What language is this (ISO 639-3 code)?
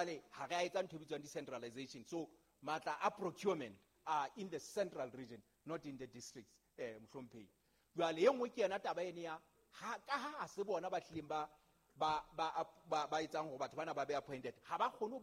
sot